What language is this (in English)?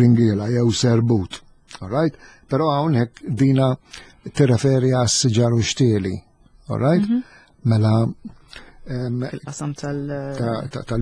Maltese